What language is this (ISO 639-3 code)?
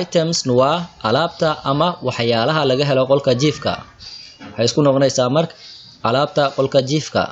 som